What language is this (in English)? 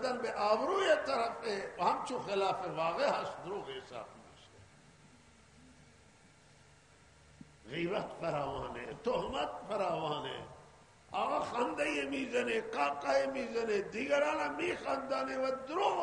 Persian